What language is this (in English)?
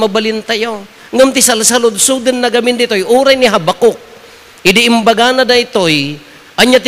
Iloko